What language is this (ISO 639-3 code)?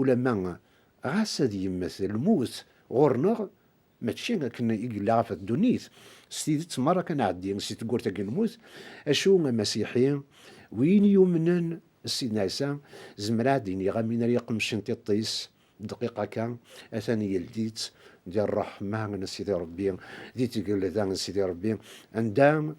kab